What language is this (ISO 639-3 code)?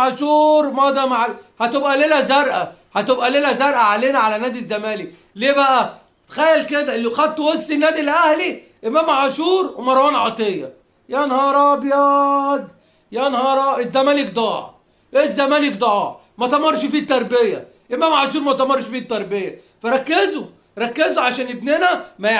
arz